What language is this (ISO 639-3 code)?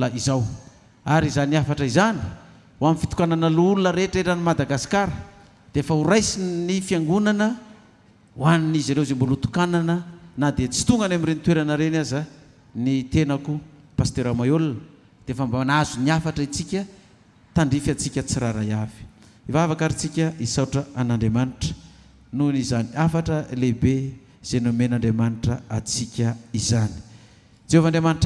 mlg